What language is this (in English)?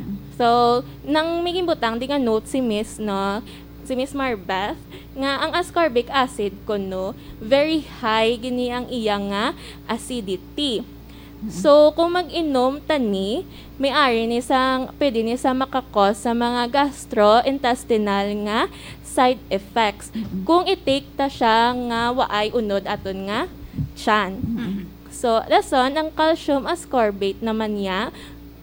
Hiligaynon